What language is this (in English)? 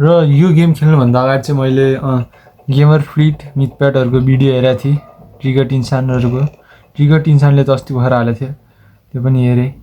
Nepali